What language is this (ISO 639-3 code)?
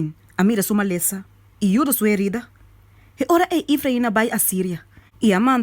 pap